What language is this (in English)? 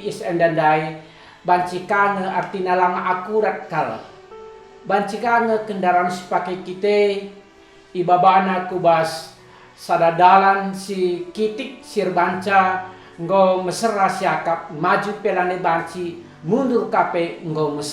Batak Karo